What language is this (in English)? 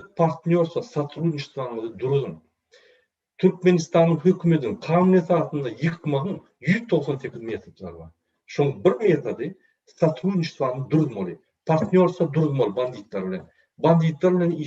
Turkmen